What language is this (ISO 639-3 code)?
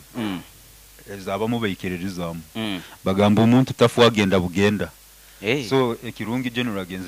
nyo